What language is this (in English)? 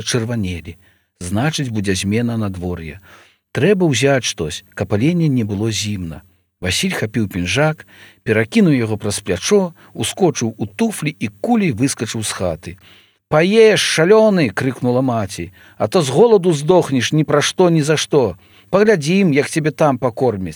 Belarusian